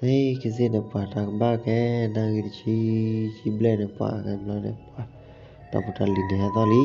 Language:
S'gaw Karen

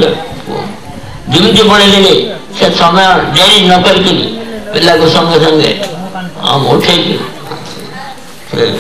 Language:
Odia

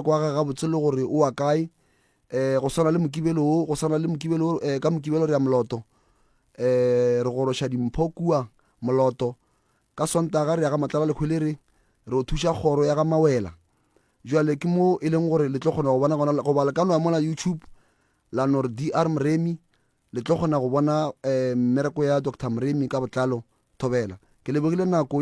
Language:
Northern Sotho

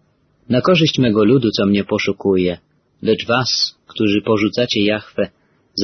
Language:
Polish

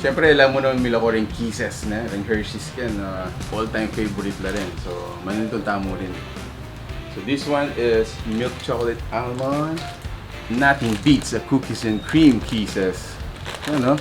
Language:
Pampanga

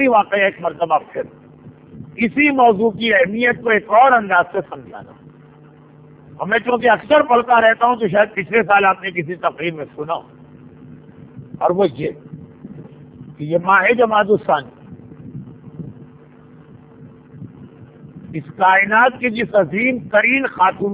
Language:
Urdu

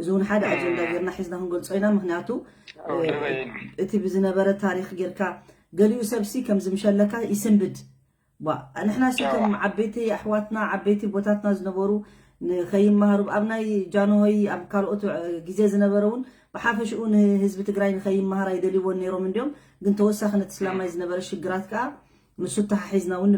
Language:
Tigrinya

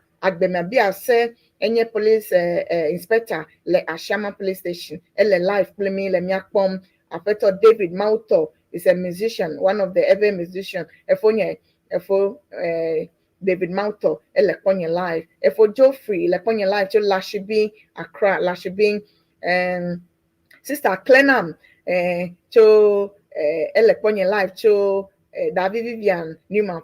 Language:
Ewe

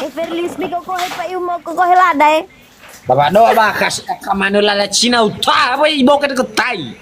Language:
Nias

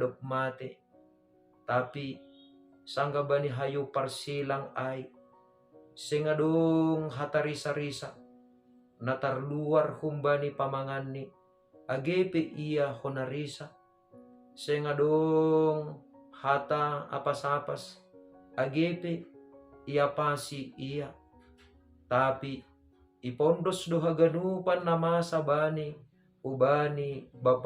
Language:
Batak Simalungun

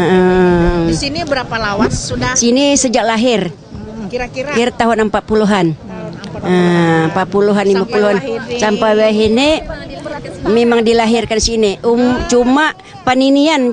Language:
Banjar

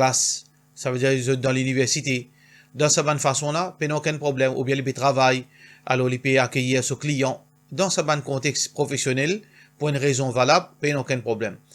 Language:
Morisyen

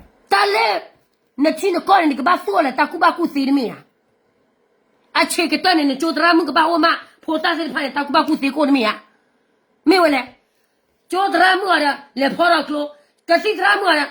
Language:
S'gaw Karen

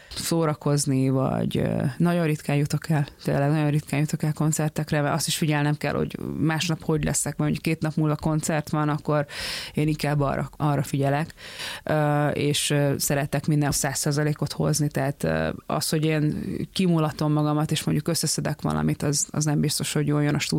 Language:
Hungarian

